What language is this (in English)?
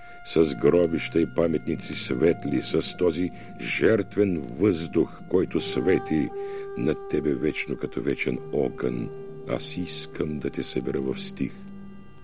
Bulgarian